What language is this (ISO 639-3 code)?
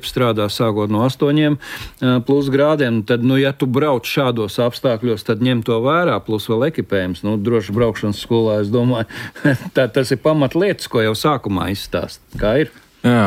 lav